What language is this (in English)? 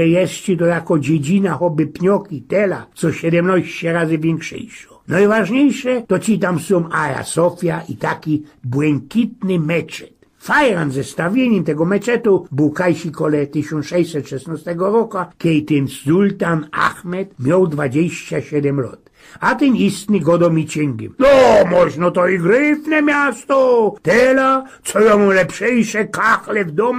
Silesian